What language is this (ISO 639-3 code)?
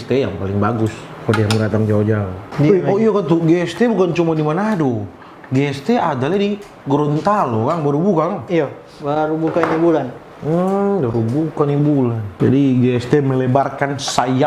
xmm